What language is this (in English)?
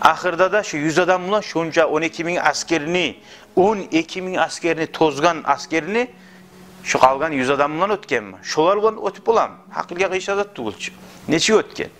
Kumyk